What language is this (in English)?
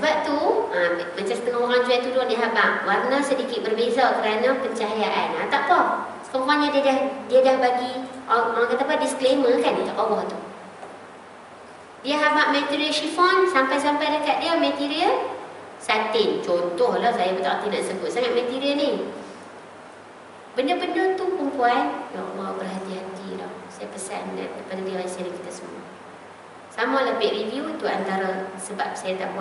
Malay